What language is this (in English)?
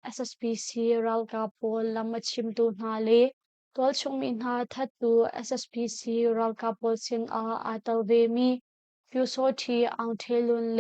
Hakha Chin